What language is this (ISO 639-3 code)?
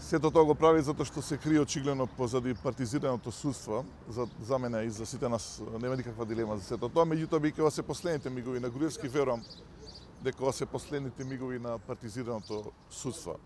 mkd